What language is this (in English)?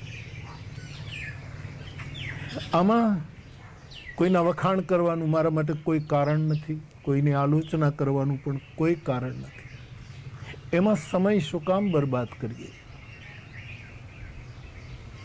Gujarati